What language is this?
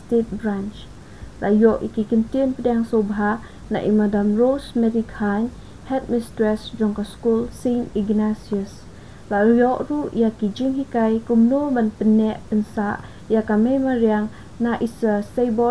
Khasi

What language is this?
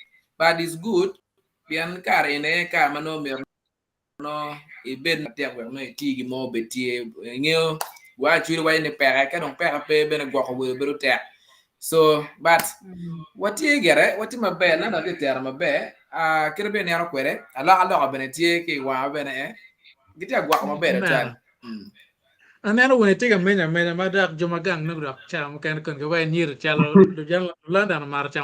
Acoli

